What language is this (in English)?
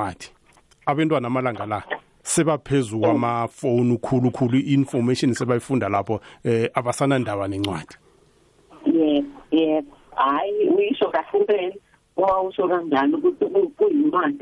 South Ndebele